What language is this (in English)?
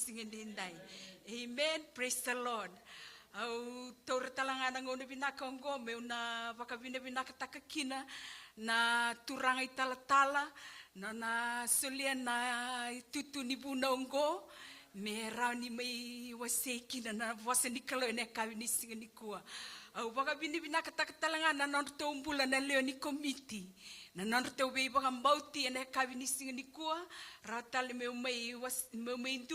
Fijian